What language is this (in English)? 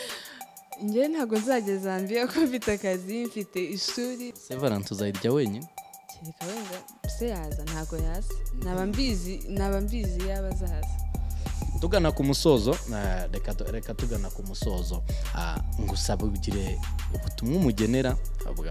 Kinyarwanda